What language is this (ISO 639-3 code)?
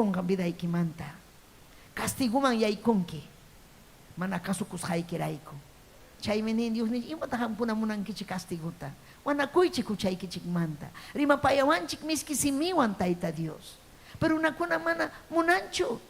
quy